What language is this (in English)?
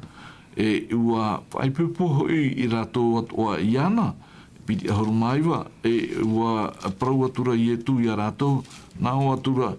Tahitian